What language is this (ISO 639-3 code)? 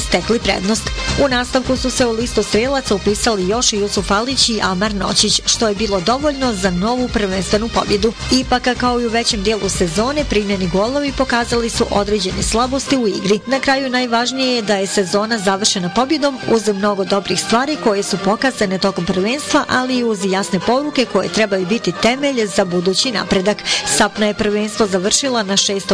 bos